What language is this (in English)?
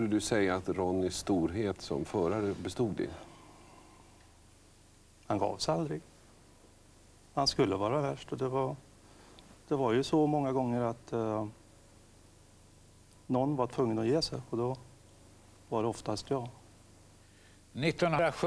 Swedish